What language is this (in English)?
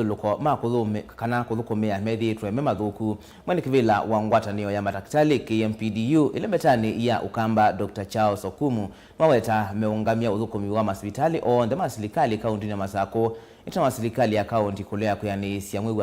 Kamba